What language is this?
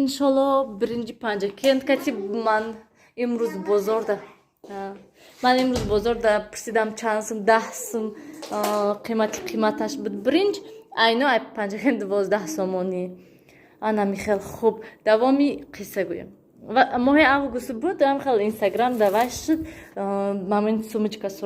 Tajik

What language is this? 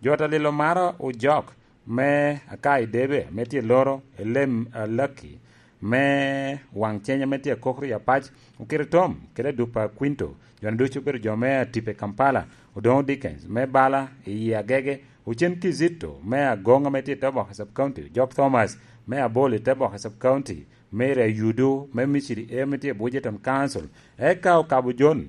Lango (Uganda)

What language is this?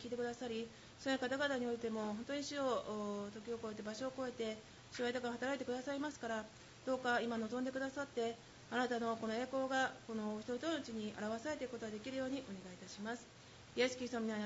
Japanese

